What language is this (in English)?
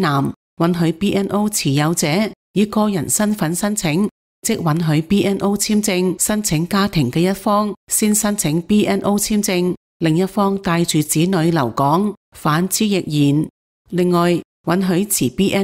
Cantonese